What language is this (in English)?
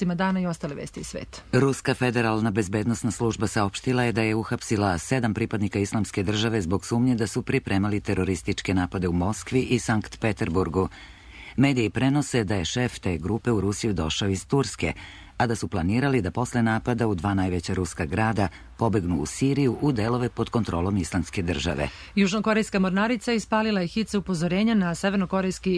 Serbian